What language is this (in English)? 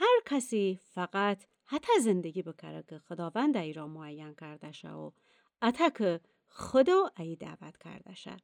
Gilaki